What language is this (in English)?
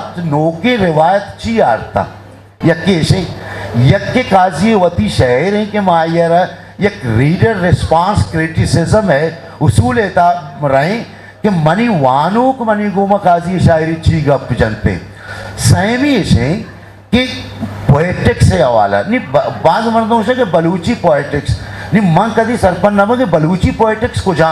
Eastern Balochi